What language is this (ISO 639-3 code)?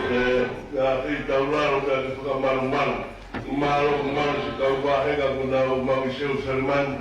ton